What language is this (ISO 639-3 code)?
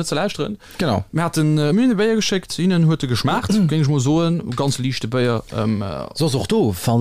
ltz